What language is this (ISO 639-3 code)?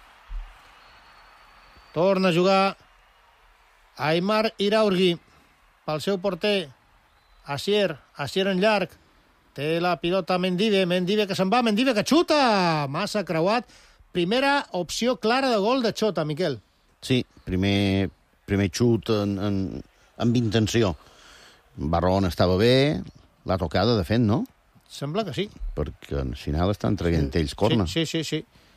cat